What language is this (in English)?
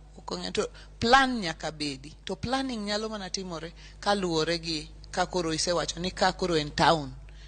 Luo (Kenya and Tanzania)